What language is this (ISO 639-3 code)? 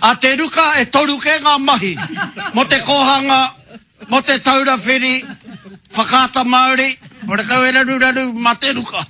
mri